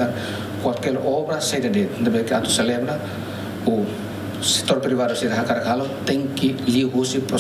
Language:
Tetum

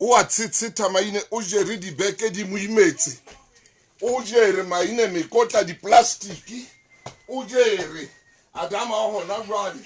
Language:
Southern Sotho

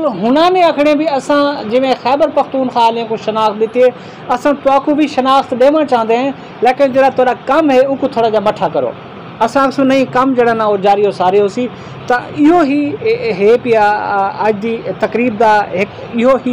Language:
Saraiki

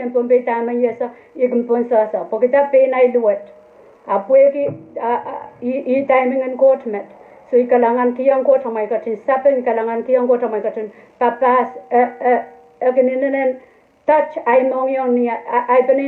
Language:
Pohnpeian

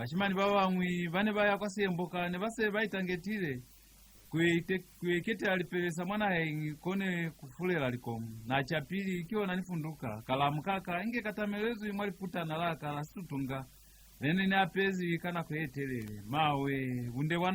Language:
Lozi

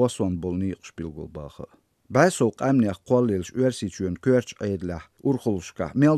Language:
Chechen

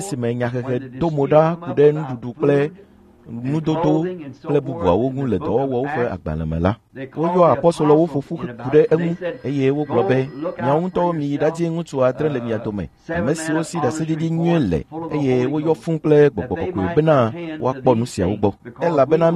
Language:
Ewe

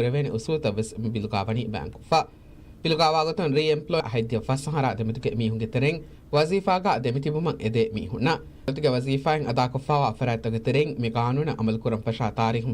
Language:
Divehi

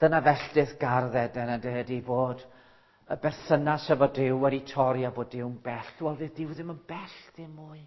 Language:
Welsh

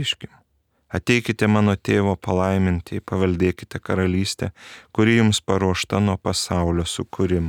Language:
Lithuanian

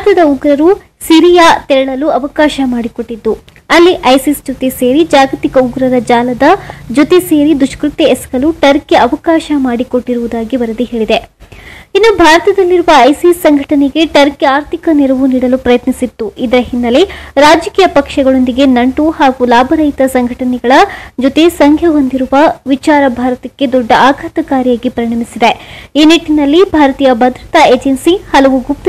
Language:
Kannada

